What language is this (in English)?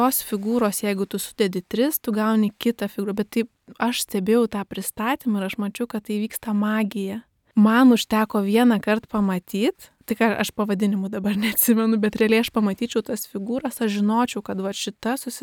Lithuanian